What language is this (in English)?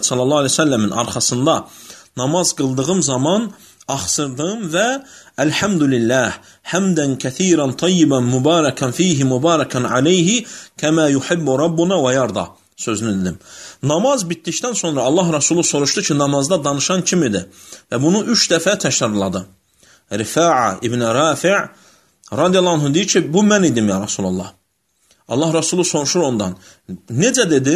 Azerbaijani